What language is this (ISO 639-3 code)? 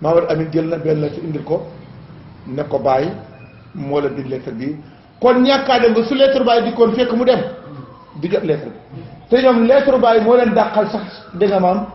wol